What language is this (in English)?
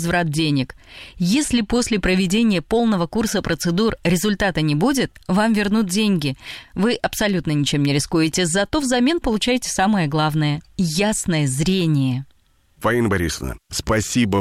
Russian